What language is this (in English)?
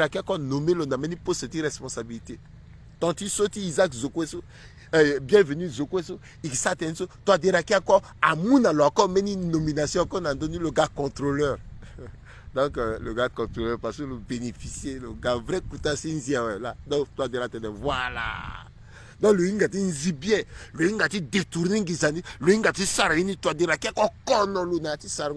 Sango